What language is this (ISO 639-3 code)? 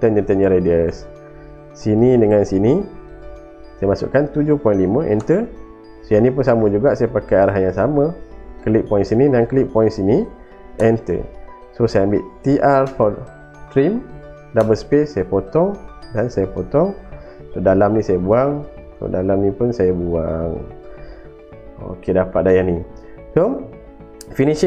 msa